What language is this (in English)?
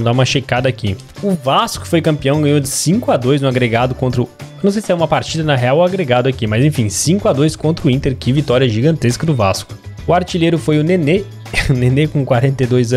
Portuguese